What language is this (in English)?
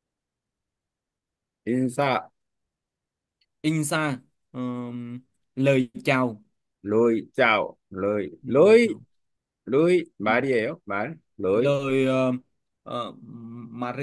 Vietnamese